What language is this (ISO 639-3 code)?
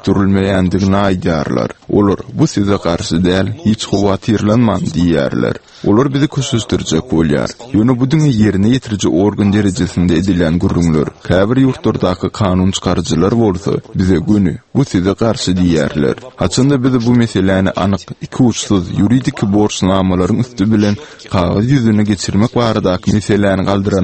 tuk